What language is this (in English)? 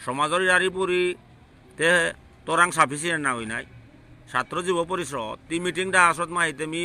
Bishnupriya